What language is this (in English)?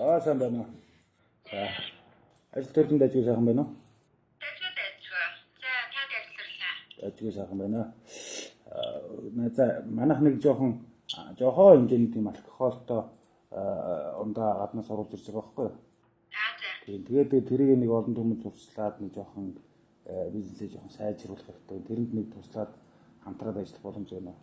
Mongolian